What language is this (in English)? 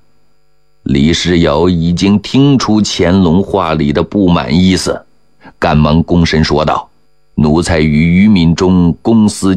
Chinese